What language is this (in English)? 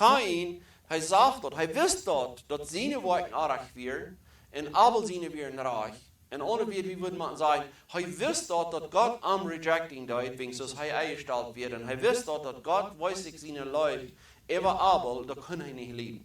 Plautdietsch